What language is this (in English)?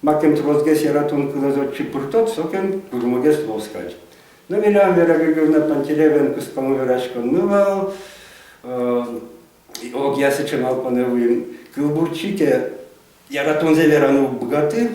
Udmurt